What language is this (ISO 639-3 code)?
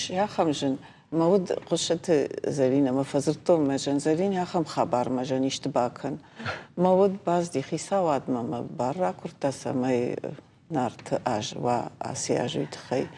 oss